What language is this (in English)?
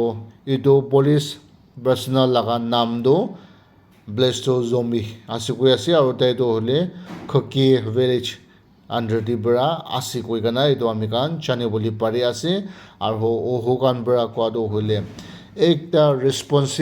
Naga Pidgin